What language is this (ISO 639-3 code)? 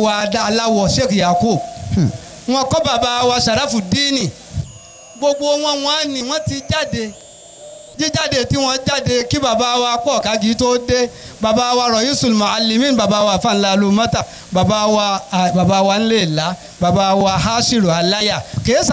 yor